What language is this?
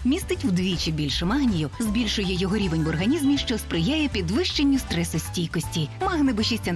Ukrainian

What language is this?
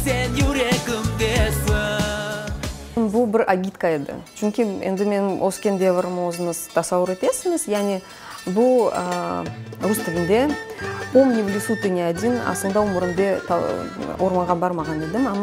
Crimean Tatar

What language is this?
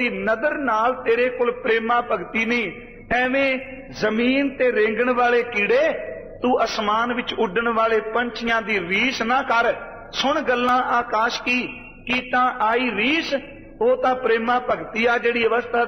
Punjabi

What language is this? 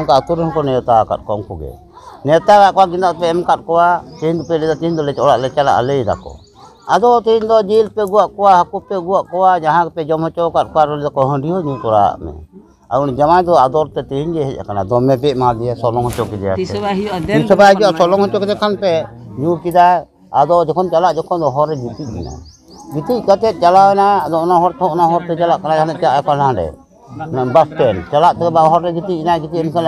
Santali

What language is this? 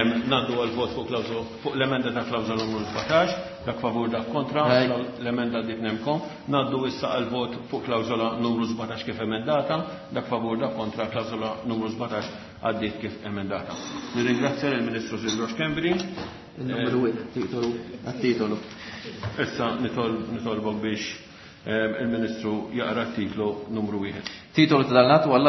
Maltese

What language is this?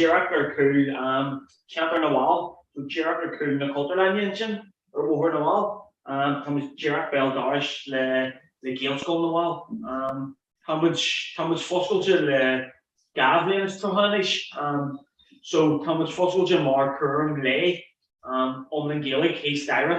Irish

